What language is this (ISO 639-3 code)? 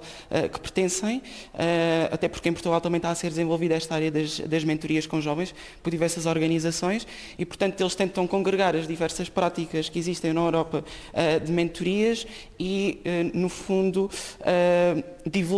por